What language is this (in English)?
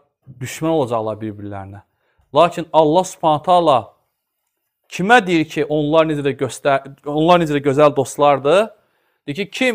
Azerbaijani